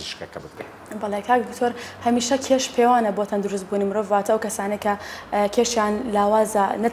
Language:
Central Kurdish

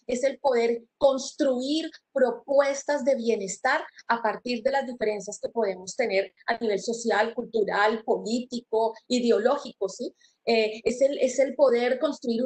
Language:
Spanish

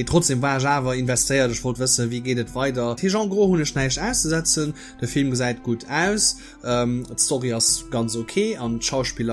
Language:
Luxembourgish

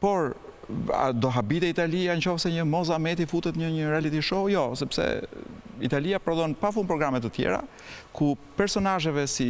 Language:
Albanian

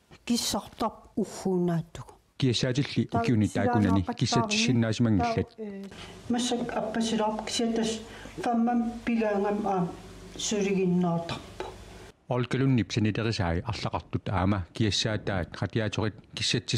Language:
Kalaallisut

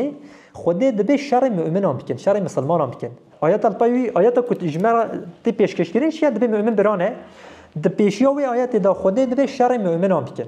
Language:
Kurdish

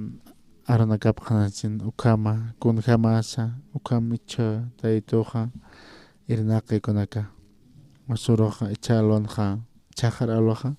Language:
Aymara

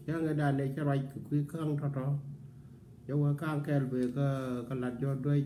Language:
Nuer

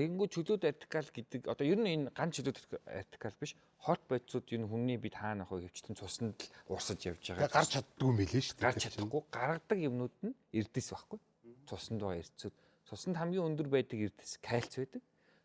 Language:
Mongolian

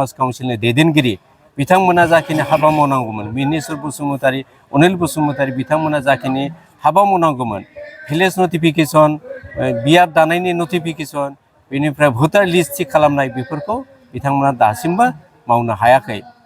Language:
Bodo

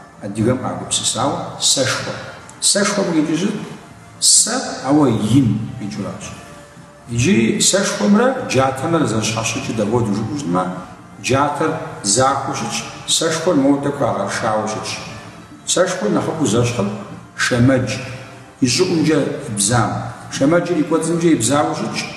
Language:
Kabardian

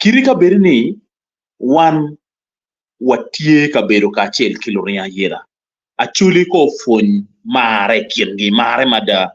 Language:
Acoli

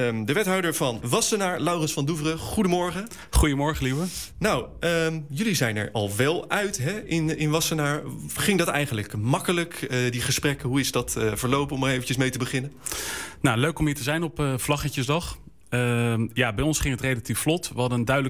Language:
Dutch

